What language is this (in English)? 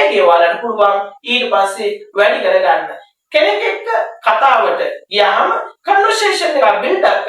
Sinhala